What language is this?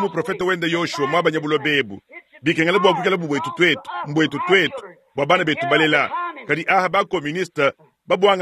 Luba-Lulua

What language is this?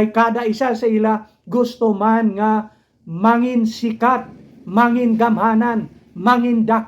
Hiligaynon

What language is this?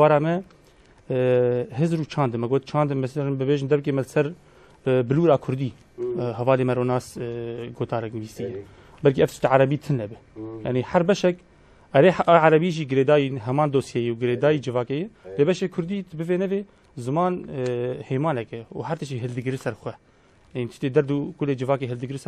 Kurdish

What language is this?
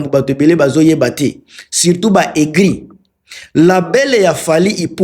Lingala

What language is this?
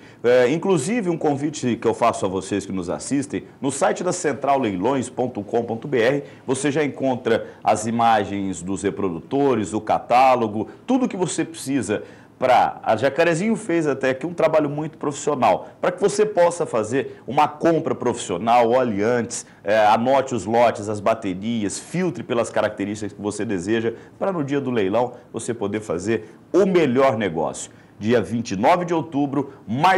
Portuguese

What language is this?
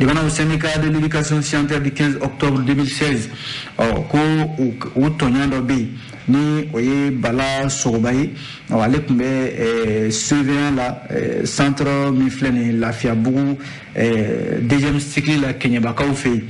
Bambara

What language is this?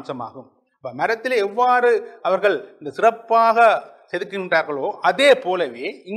Tamil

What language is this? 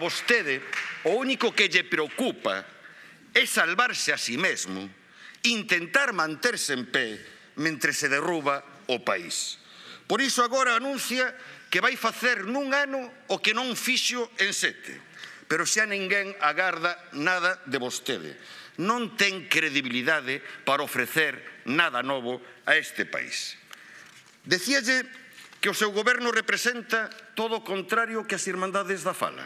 Galician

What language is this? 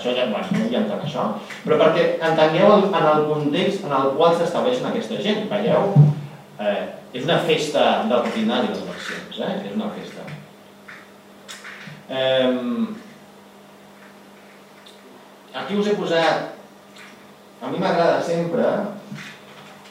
Catalan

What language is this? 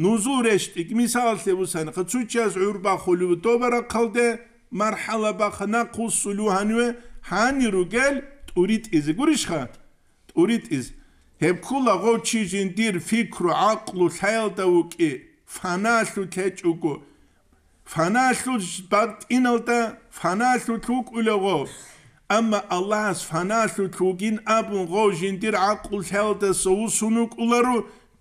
Avaric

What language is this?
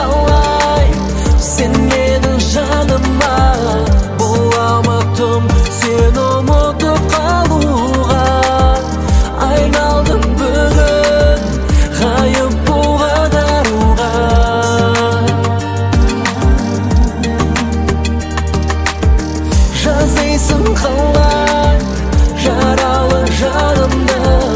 Kazakh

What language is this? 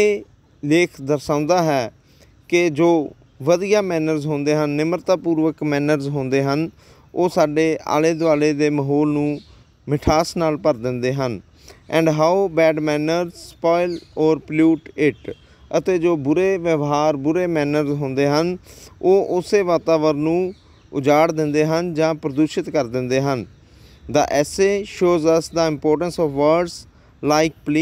Punjabi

